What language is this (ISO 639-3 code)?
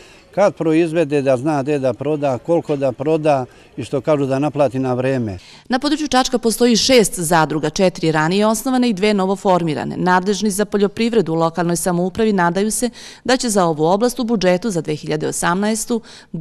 srp